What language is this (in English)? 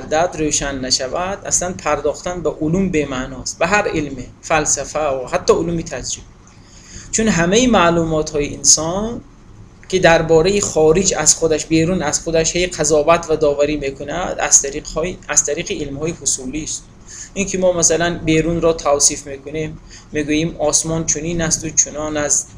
Tajik